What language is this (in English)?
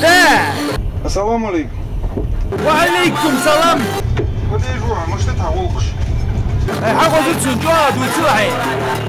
Ingush